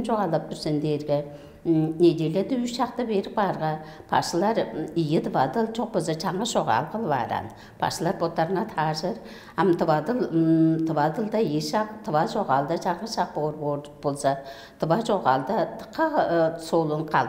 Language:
Tuvinian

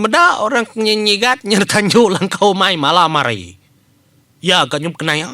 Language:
Iban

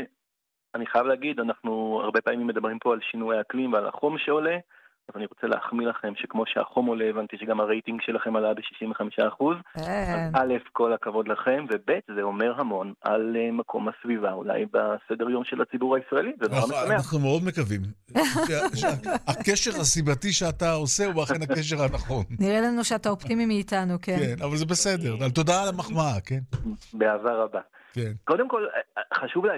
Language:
Hebrew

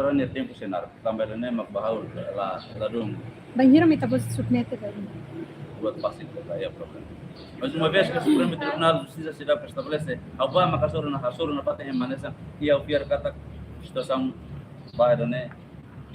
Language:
Tetum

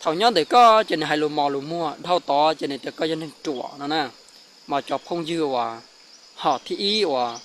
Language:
Hmong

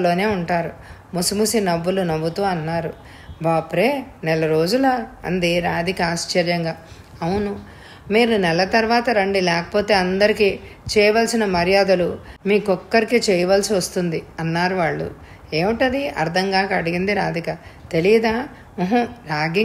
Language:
Telugu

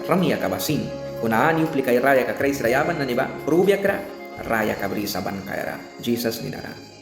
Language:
Mískito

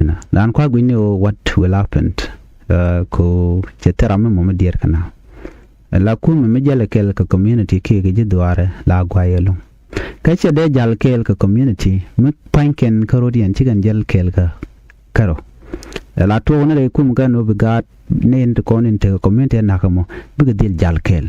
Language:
Nuer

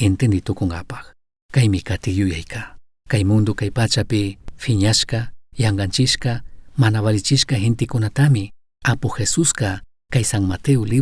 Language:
Chimborazo Highland Quichua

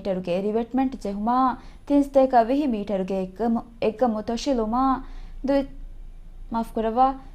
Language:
Divehi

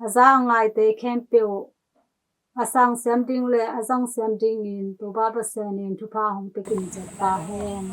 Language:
Tedim Chin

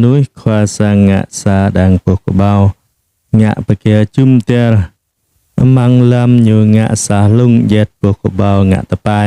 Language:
Jarai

